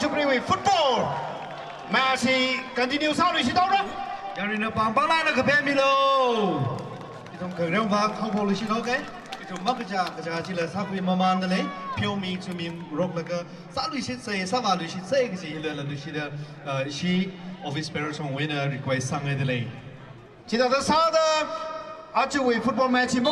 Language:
Tangkhul Naga (India)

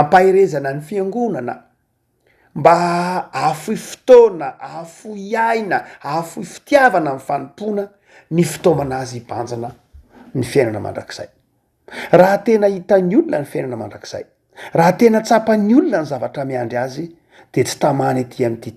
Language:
Malagasy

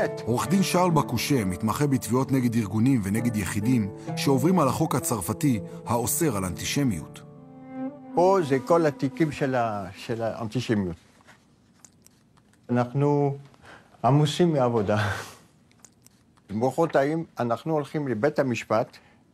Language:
Hebrew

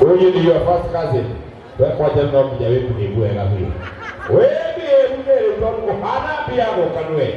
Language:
Kikuyu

